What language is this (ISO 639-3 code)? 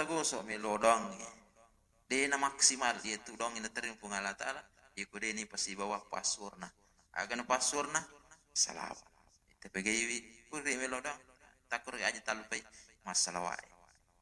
bug